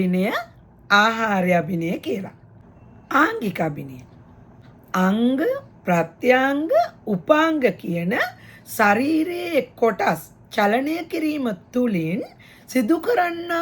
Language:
Sinhala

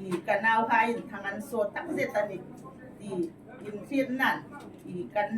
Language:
Hmar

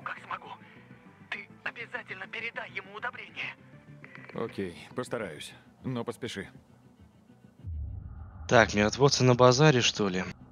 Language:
Russian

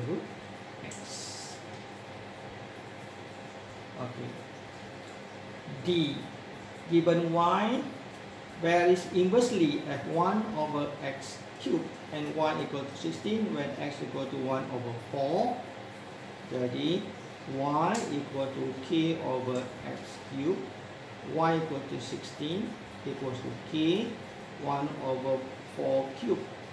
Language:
Malay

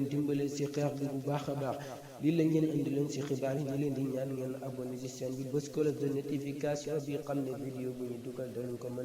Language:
Wolof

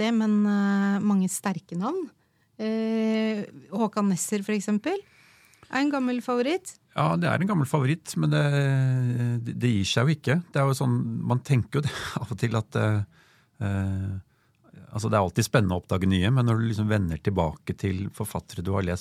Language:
Norwegian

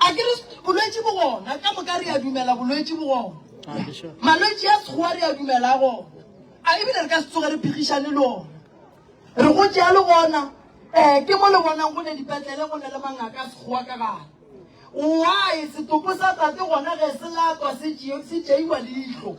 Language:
Northern Sotho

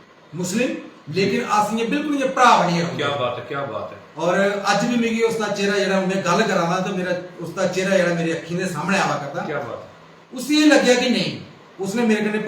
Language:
Dogri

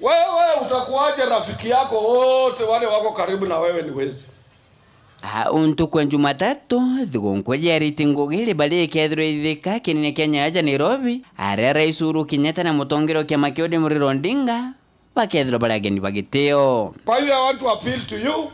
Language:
Meru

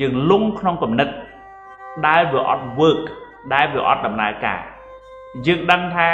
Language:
Khmer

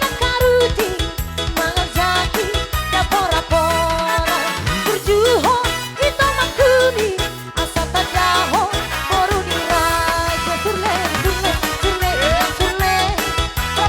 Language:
Batak Toba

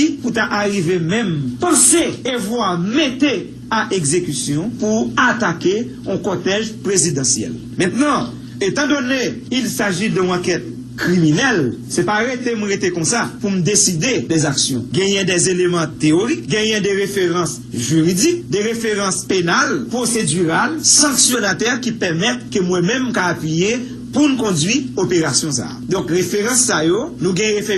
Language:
Haitian Creole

